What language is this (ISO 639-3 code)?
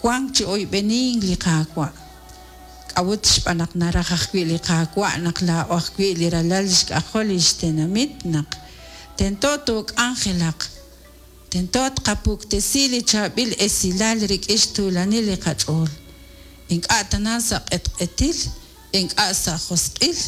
kek